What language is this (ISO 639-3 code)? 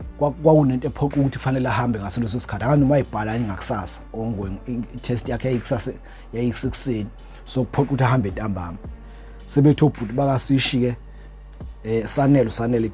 zul